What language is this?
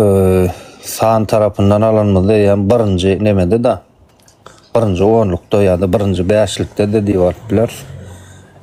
Turkmen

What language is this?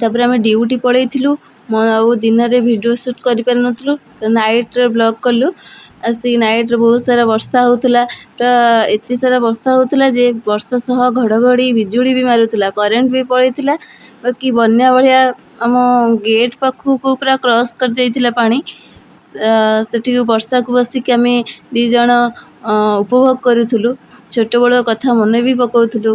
Odia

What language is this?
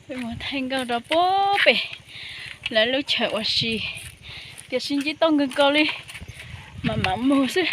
Hmong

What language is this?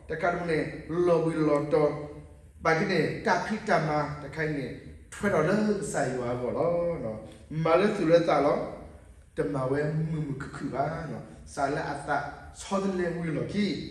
S'gaw Karen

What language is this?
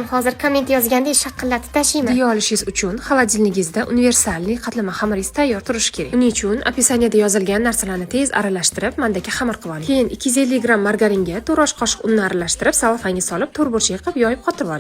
Uzbek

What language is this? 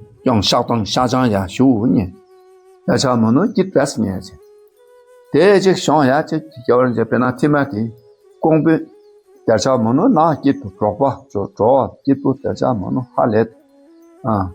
Dakpakha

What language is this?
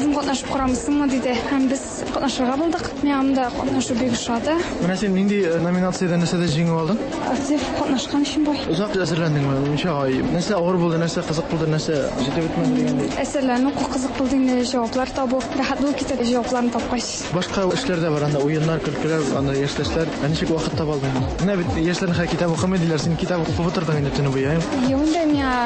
Tatar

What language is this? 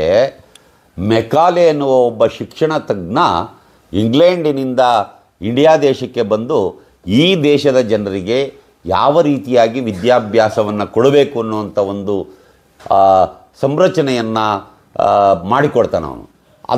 Kannada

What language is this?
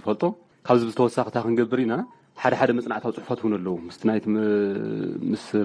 Tigrinya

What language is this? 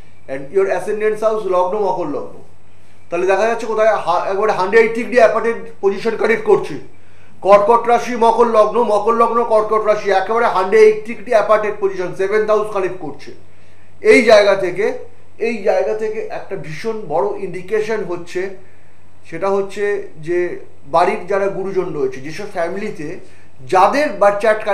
Bangla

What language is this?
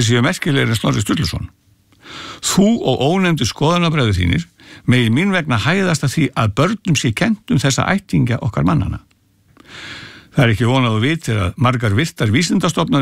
Icelandic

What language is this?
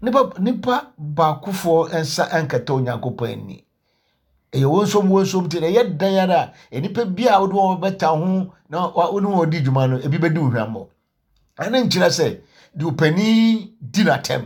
Akan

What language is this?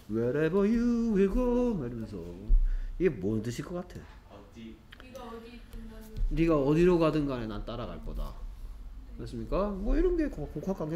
Korean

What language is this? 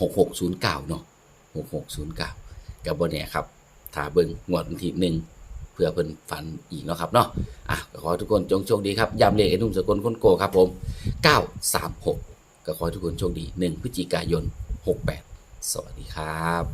Northeastern Thai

